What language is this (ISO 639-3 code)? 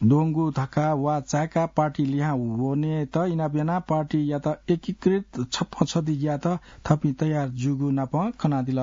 new